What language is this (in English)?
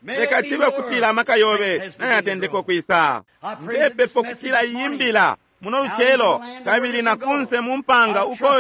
Bemba